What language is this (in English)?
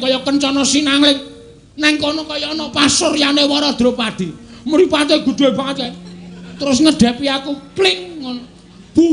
Javanese